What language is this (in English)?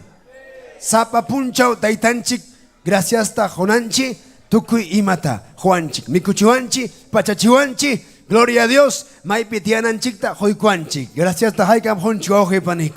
Ayacucho Quechua